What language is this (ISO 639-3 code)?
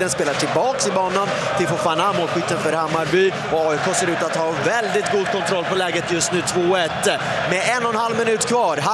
swe